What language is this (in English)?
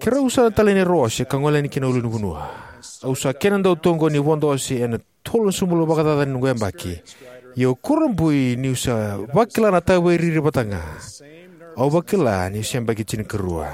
Fijian